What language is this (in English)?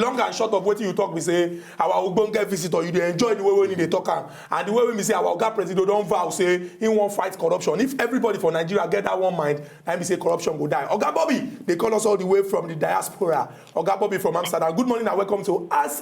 Nigerian Pidgin